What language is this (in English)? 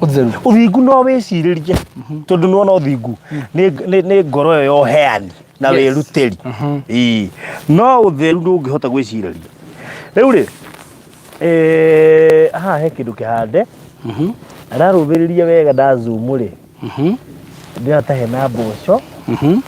Kikuyu